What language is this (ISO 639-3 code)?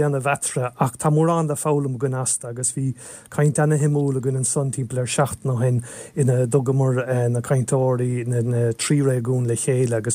gle